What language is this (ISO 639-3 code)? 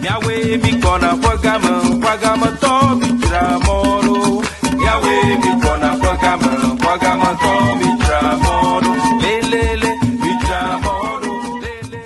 ewe